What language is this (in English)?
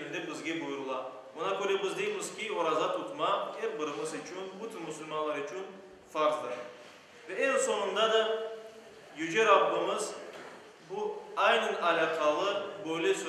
Crimean Tatar